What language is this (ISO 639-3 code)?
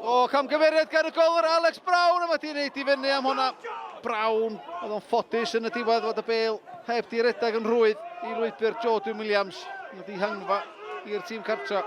cym